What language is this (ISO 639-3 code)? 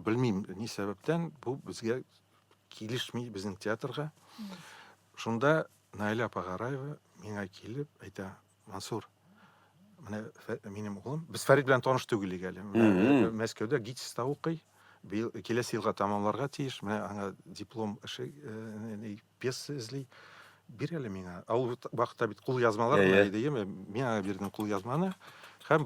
tat